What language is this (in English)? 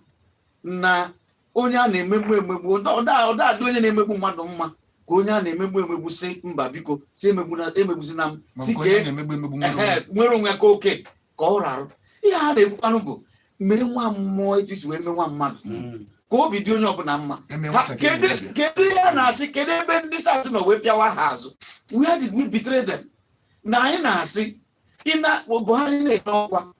Igbo